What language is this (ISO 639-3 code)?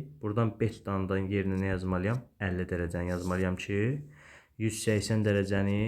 aze